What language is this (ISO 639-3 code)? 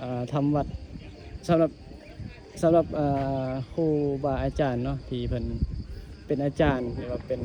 tts